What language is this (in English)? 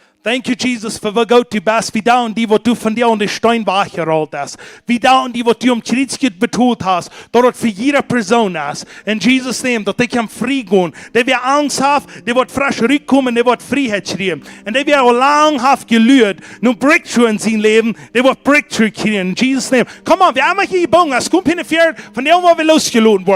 Plautdietsch